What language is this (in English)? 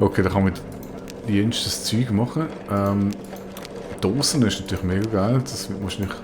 Swiss German